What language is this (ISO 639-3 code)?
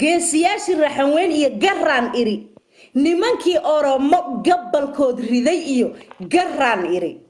som